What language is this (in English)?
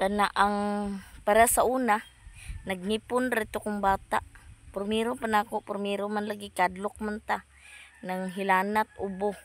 Cebuano